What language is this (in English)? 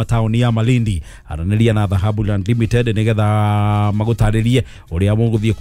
Kikuyu